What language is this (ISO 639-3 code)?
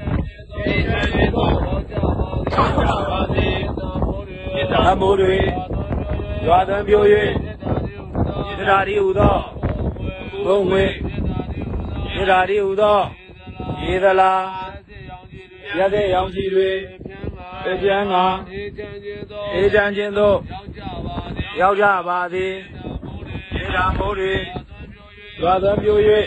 mya